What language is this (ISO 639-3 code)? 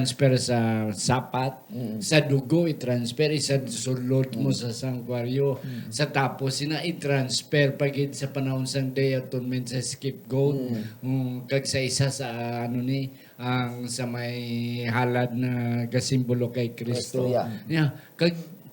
hil